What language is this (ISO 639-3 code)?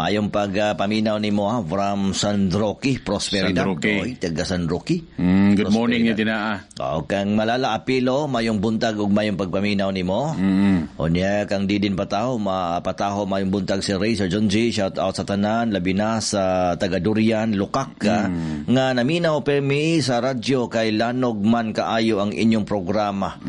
ceb